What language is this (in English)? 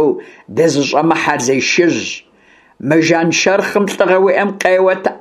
Kabardian